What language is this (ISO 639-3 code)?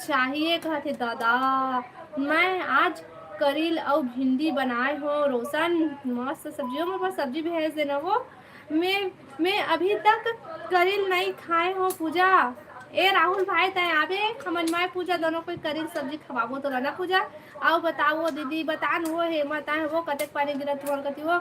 hne